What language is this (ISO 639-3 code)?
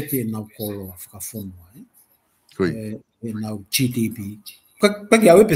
ton